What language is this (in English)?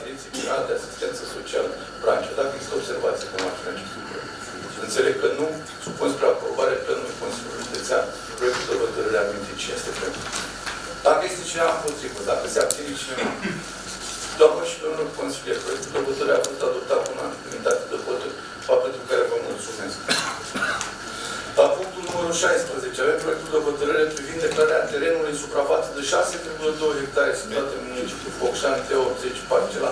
Romanian